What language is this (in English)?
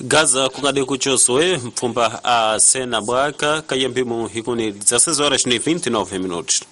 Tsonga